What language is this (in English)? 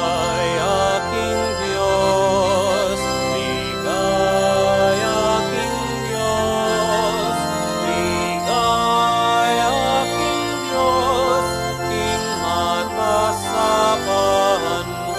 Pampanga